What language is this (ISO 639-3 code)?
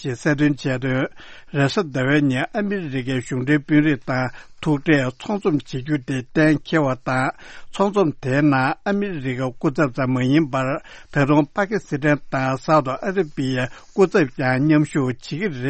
bod